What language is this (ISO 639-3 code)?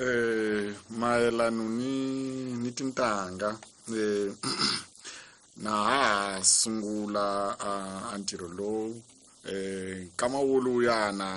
tso